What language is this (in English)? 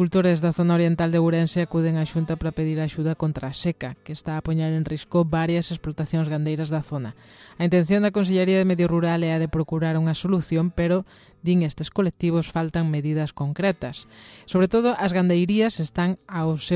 Galician